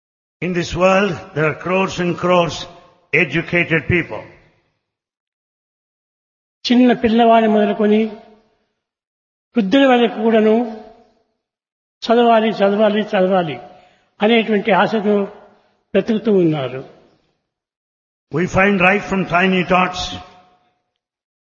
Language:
Telugu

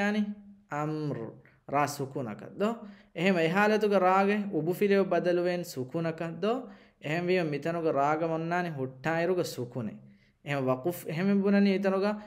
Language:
Divehi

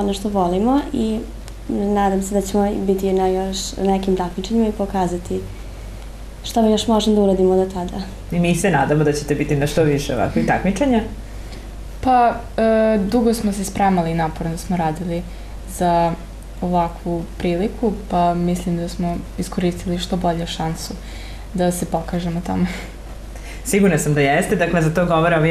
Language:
Serbian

